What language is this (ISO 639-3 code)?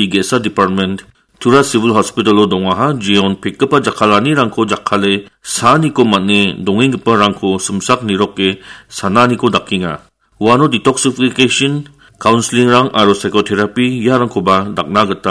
grt